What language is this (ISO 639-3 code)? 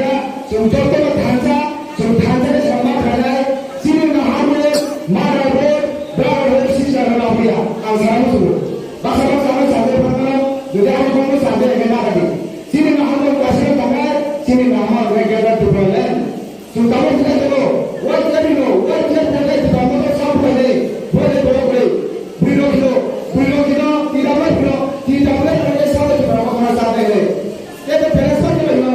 trp